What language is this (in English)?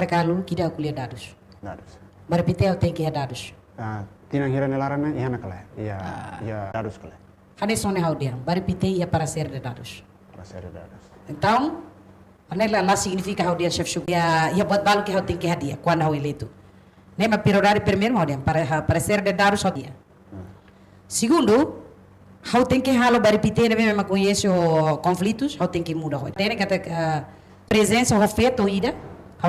Tetum